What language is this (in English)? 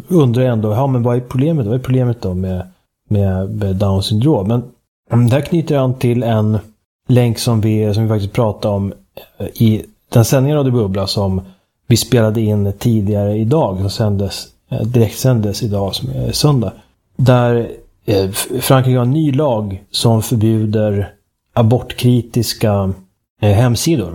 Swedish